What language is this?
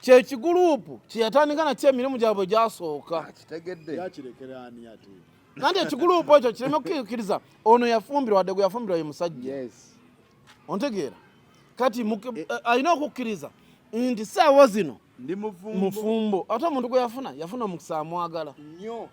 Ganda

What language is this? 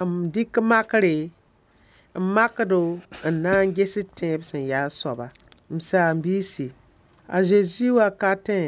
Mossi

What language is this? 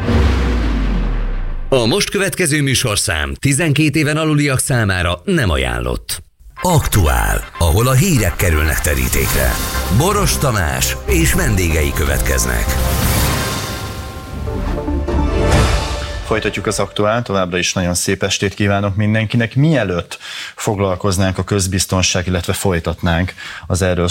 Hungarian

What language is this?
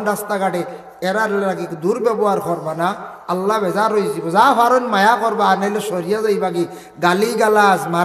Sylheti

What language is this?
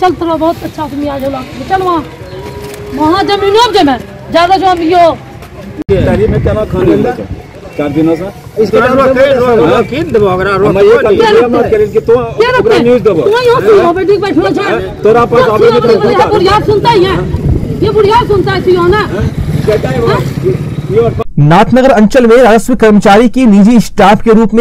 Hindi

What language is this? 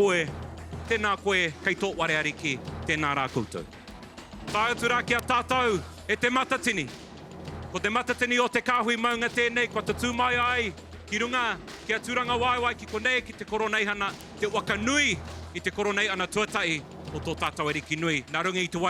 Māori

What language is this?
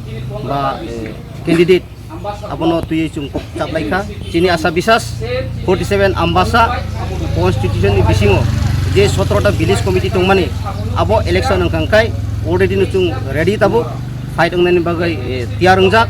Kok Borok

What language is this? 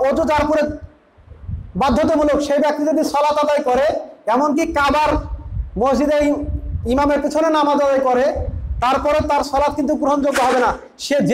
Bangla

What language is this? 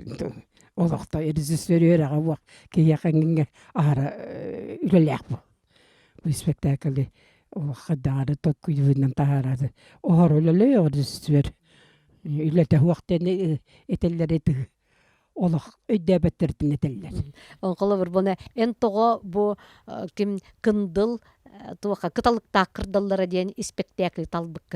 Yakut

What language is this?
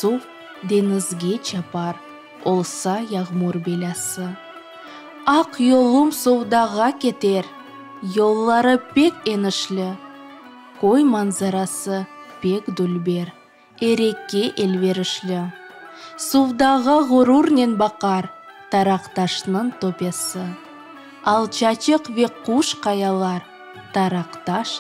Crimean Tatar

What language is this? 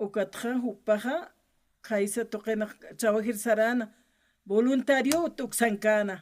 Aymara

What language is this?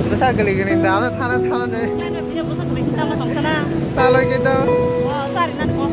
Kok Borok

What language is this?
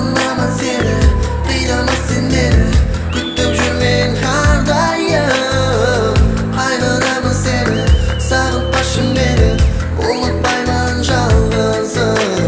Kara-Kalpak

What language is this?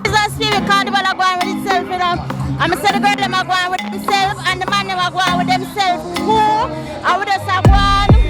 Jamaican Creole English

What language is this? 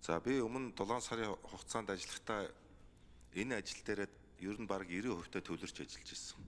Mongolian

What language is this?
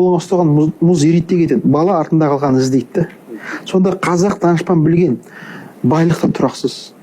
Kazakh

